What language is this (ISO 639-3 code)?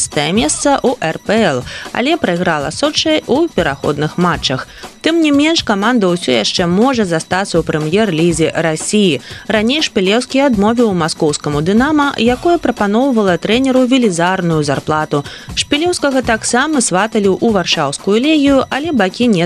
bel